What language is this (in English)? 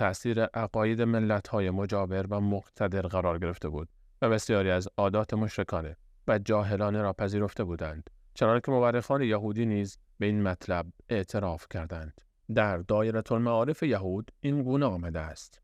Persian